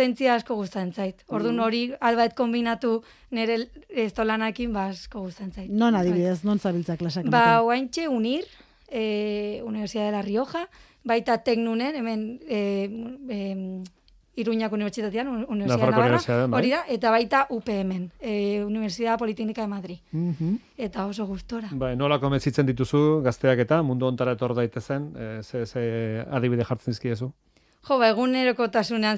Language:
Basque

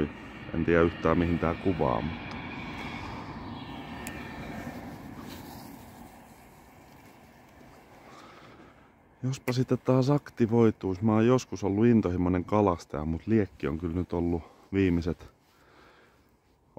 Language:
Finnish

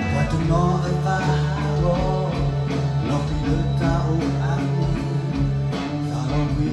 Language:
S'gaw Karen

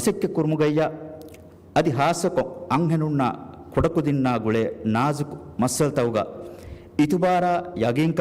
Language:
Divehi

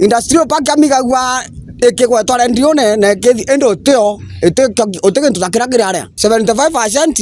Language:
Meru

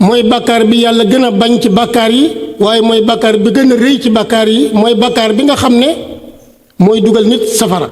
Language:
Wolof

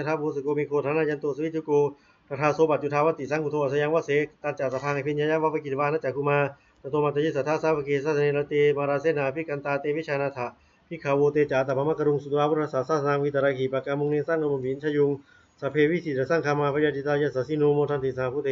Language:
Pali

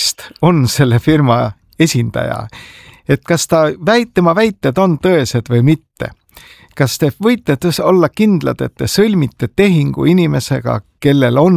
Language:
Estonian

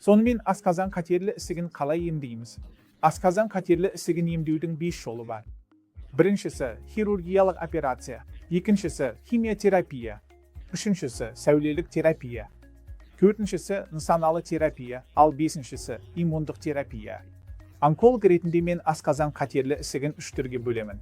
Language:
Kazakh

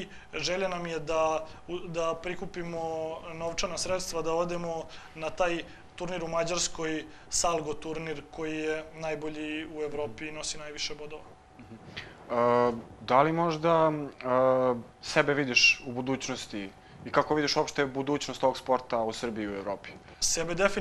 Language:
Serbian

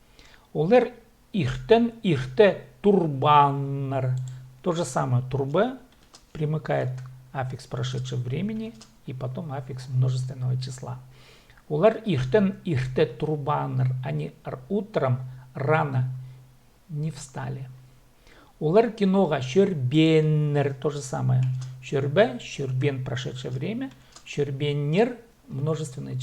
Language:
Khakas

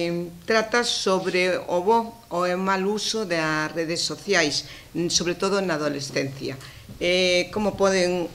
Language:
Galician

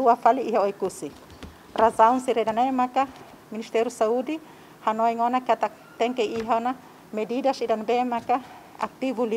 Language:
Tetum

